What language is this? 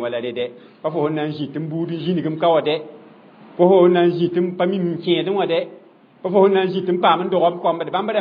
Mossi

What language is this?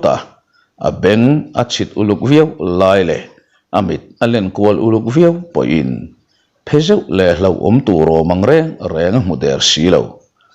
Mizo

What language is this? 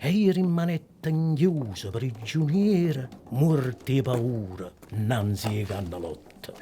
Neapolitan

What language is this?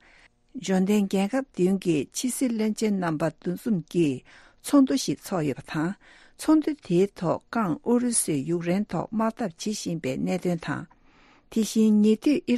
Tibetan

